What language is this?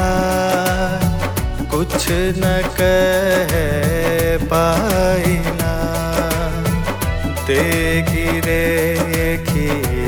Bhojpuri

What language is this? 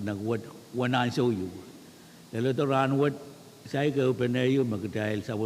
Pohnpeian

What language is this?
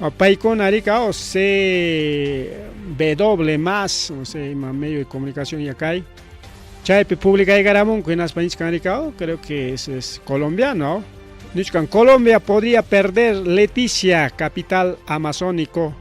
Ayacucho Quechua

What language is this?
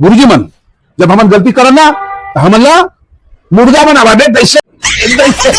Chhattisgarhi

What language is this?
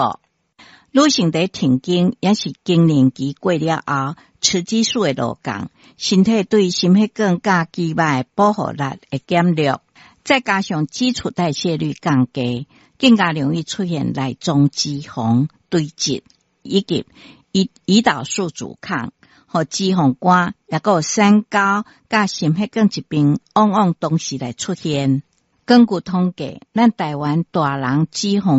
Min Nan Chinese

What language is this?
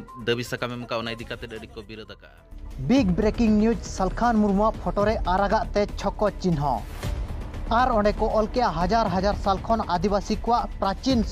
Santali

